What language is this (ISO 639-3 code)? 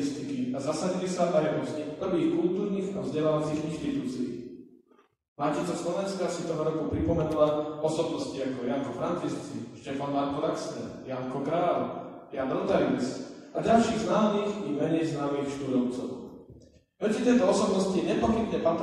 slk